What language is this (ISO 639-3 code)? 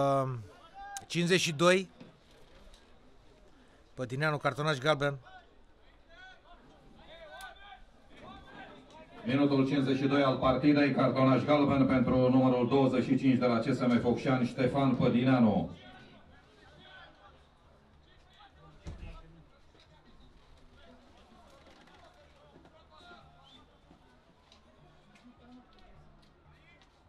ron